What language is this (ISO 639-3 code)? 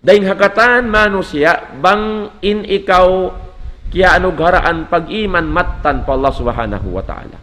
tsg